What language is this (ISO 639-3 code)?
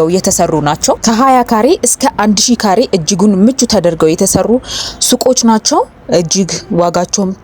amh